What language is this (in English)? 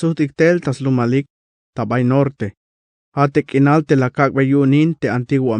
Tzeltal